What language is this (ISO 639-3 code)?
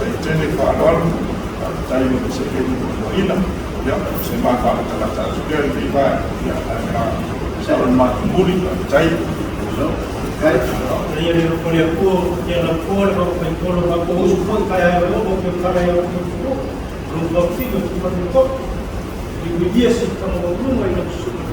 smo